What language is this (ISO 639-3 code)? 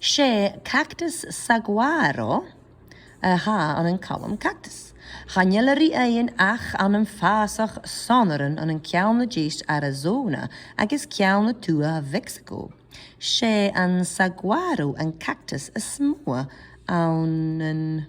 gla